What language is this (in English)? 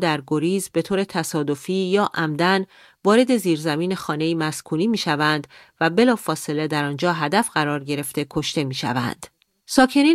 Persian